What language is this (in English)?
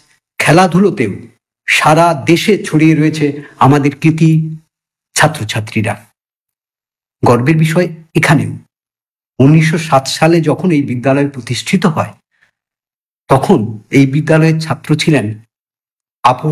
Bangla